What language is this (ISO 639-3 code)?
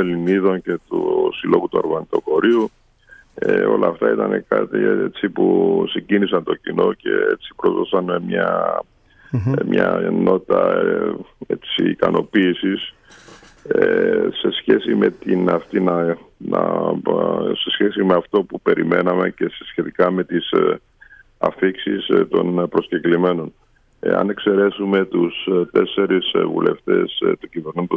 ell